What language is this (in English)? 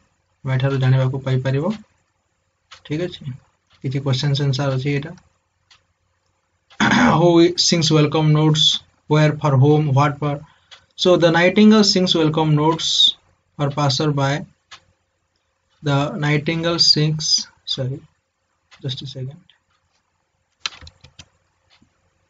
Odia